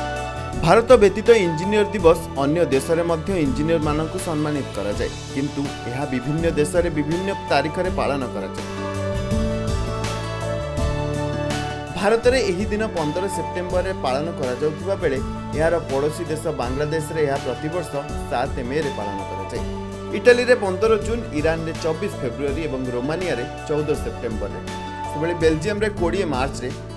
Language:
Odia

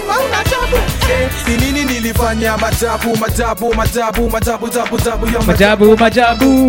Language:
Swahili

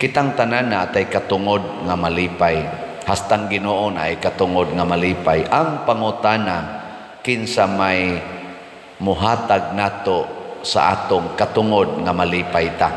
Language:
Cebuano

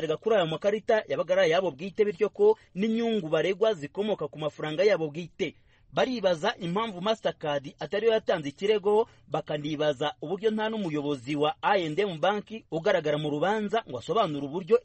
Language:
Kinyarwanda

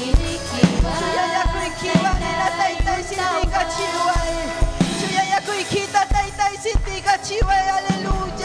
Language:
Ayacucho Quechua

